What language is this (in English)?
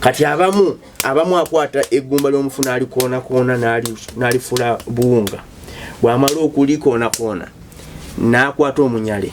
Ganda